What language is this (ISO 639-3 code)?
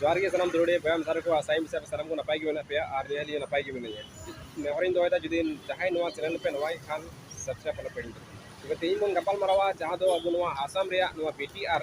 sat